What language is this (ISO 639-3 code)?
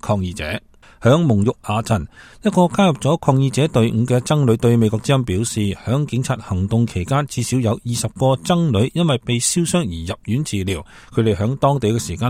yue